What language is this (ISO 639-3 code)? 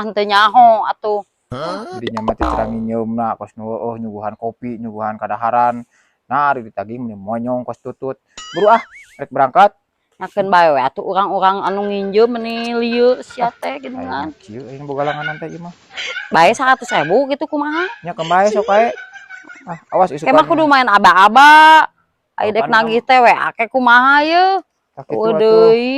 sun